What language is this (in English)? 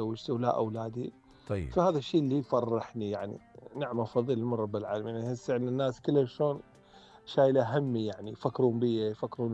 Mesopotamian Arabic